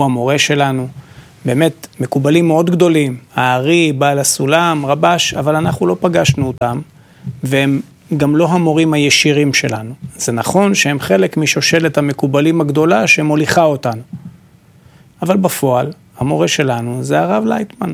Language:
Hebrew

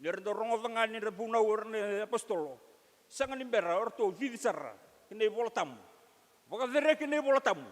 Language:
Fijian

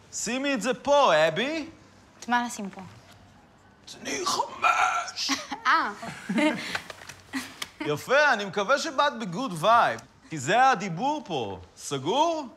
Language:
Hebrew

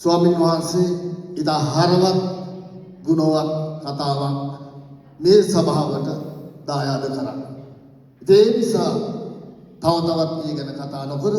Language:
Sinhala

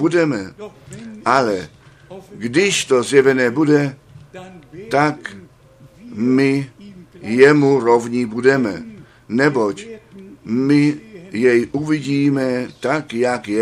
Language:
Czech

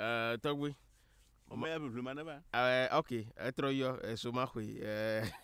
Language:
Ewe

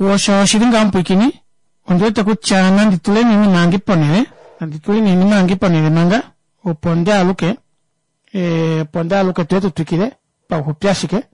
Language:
Kuanyama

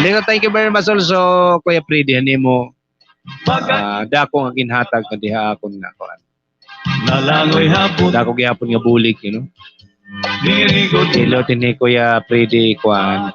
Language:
Waray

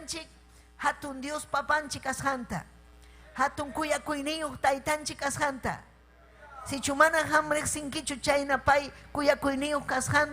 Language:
Ayacucho Quechua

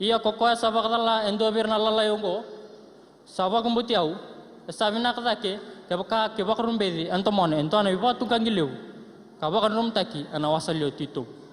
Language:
Fijian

